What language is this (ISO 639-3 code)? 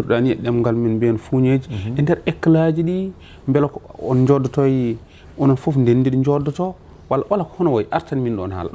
ful